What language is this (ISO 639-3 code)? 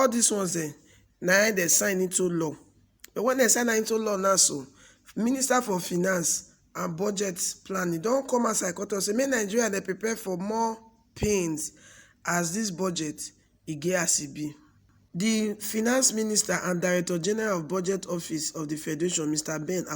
pcm